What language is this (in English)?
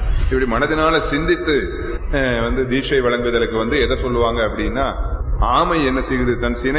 Tamil